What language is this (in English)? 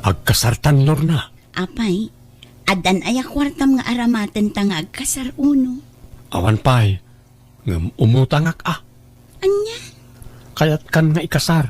Iloko